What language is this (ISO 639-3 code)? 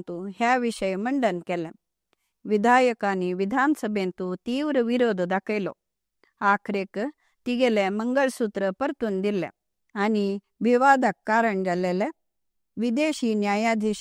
kok